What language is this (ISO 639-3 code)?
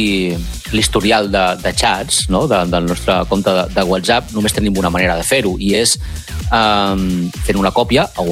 cat